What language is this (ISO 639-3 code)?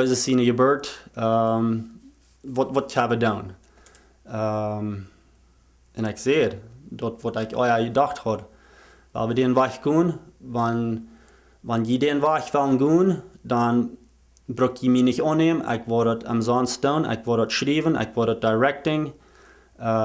pdt